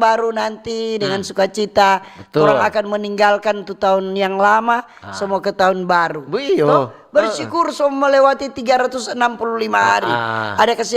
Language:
Manado Malay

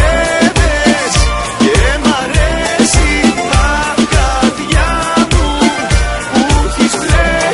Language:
Greek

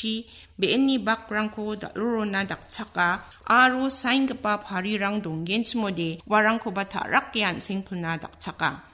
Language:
Garo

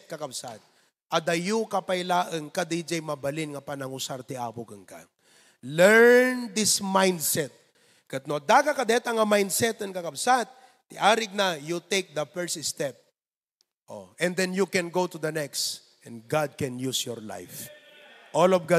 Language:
Iloko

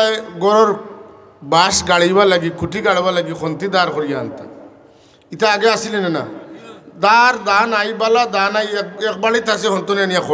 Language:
Sylheti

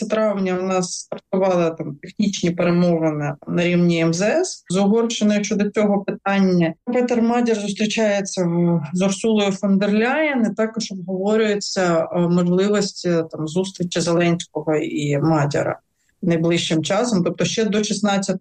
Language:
Ukrainian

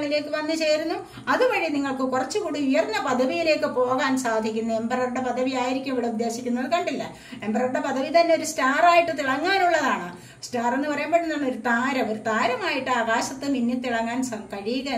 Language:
Malayalam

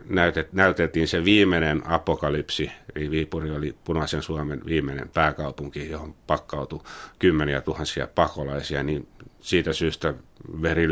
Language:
Finnish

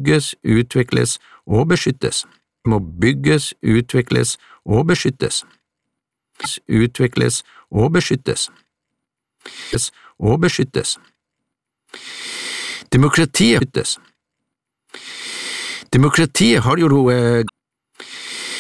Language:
Norwegian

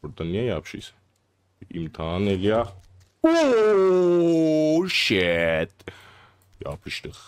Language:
South Azerbaijani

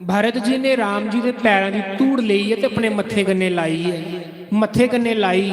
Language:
Dogri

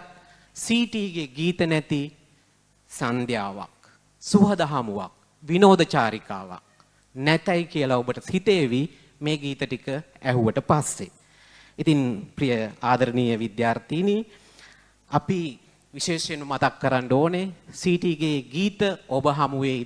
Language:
Sinhala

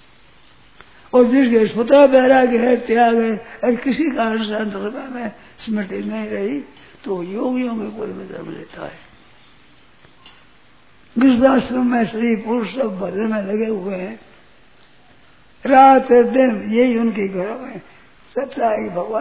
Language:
Hindi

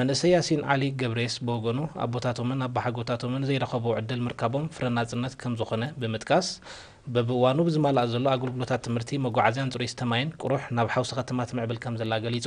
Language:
Tigrinya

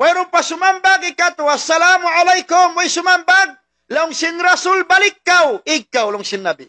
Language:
Tausug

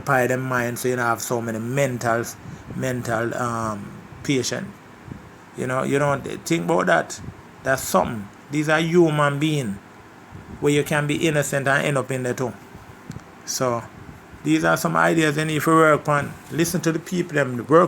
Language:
Jamaican Creole English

